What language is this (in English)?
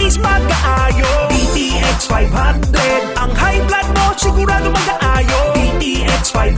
Hiligaynon